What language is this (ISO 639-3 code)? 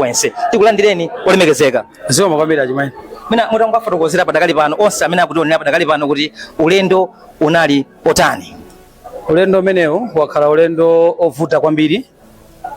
nya